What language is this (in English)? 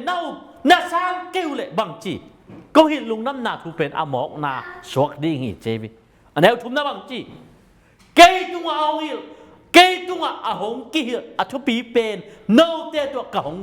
Tedim Chin